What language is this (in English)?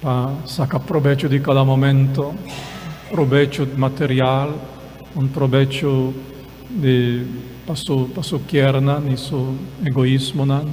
Papiamento